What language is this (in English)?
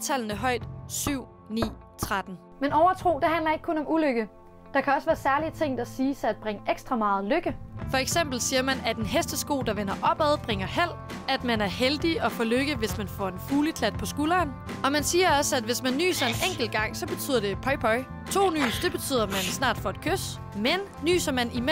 Danish